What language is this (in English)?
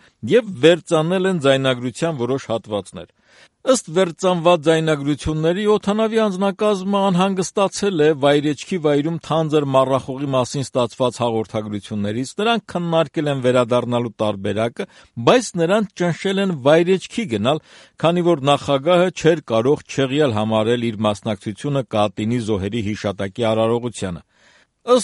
Armenian